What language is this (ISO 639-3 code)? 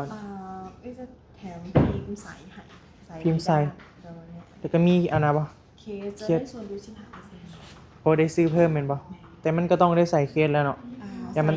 tts